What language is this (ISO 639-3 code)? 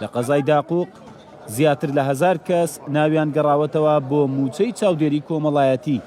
ckb